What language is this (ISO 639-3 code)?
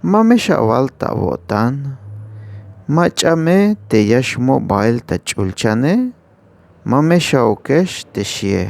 tzh